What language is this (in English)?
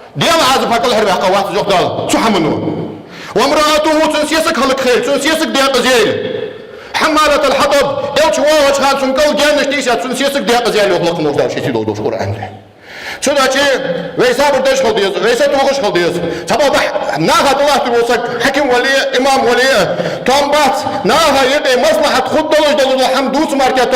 Ingush